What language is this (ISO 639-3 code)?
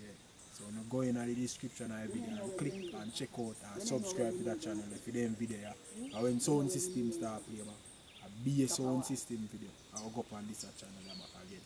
jam